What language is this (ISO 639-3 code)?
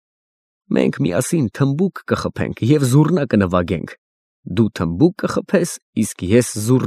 hye